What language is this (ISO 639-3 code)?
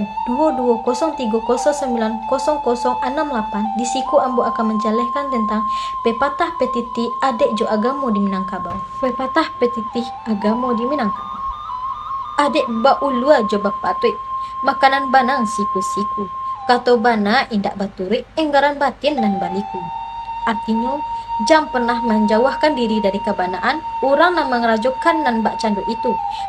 min